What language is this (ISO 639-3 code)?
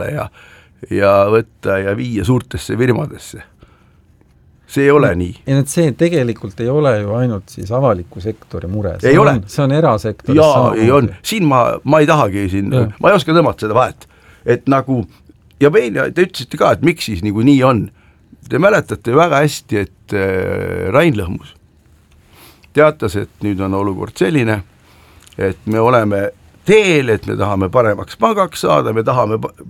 est